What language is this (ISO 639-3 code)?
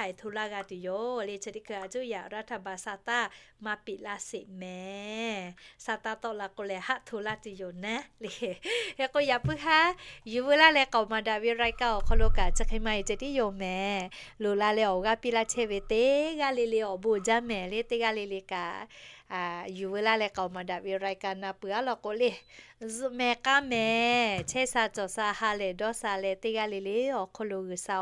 lhu